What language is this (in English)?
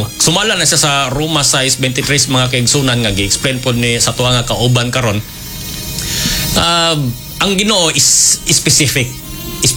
Cebuano